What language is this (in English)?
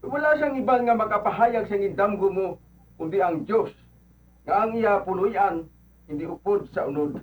Hiligaynon